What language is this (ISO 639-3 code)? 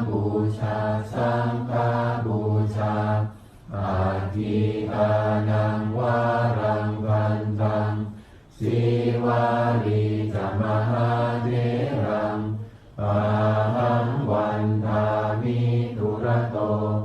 pli